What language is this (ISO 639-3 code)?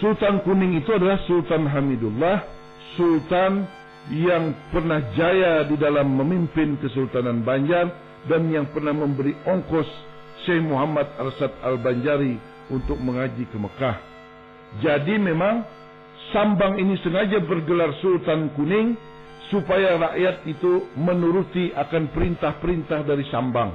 bjn